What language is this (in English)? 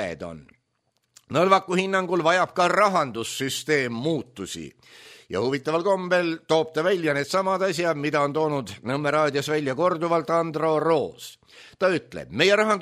Estonian